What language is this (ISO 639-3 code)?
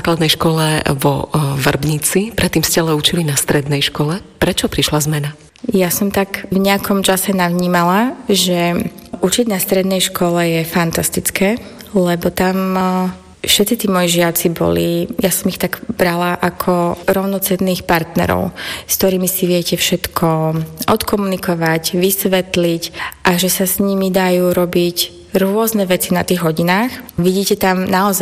slk